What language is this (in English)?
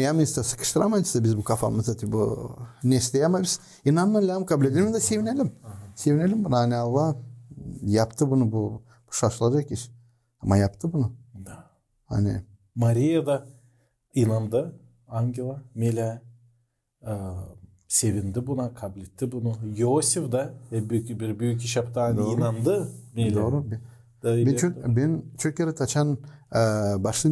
Gagauz